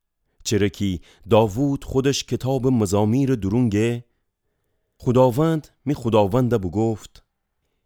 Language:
Gilaki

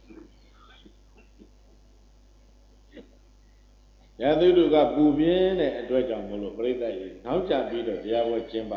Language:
Burmese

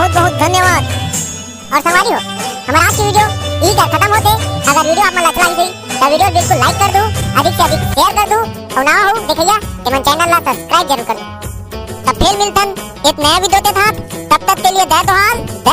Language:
Chhattisgarhi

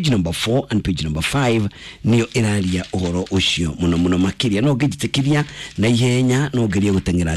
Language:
Kikuyu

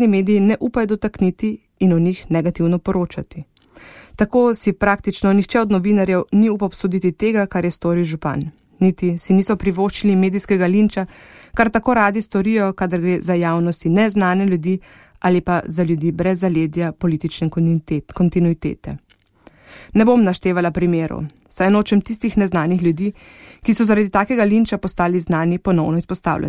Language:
Slovenian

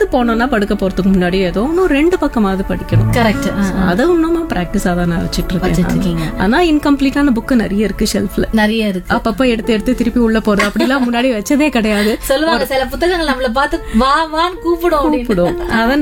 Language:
Tamil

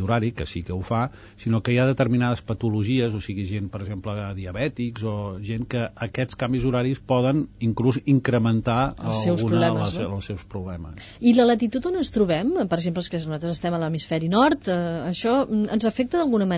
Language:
Catalan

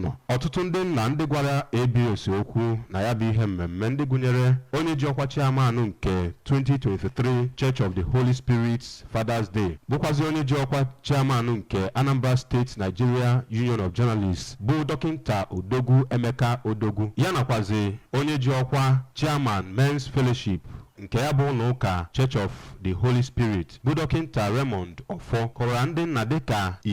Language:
Igbo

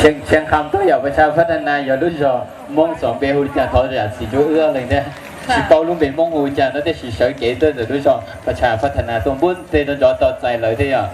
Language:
Hmong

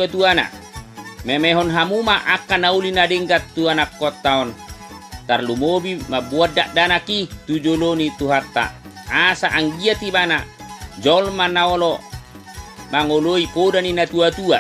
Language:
Batak Toba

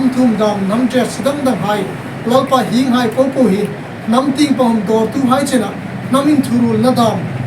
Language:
Hmar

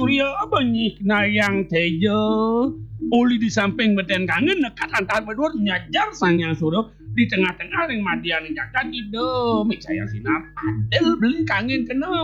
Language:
Balinese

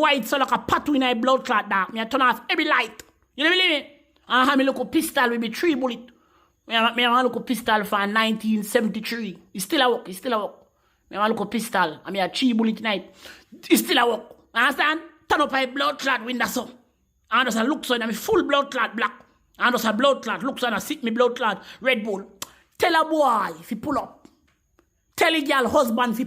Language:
Jamaican Creole English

